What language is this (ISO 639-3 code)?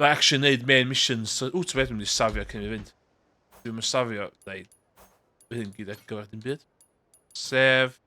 cym